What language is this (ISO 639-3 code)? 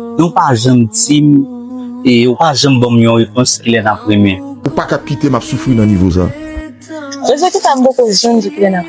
hat